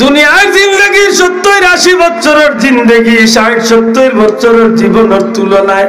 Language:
Sylheti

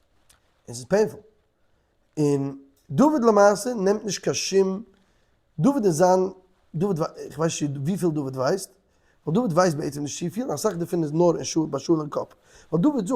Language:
Yiddish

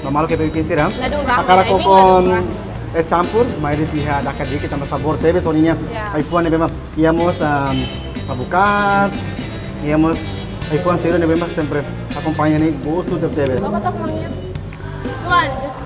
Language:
Tetum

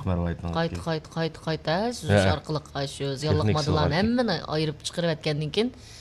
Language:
Uyghur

